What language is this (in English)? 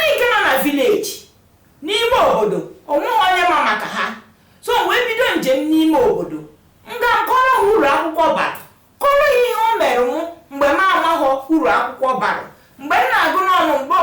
Igbo